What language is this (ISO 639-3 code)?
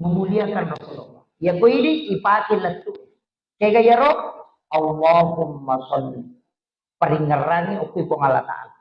bug